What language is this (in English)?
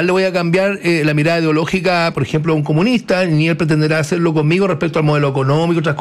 Spanish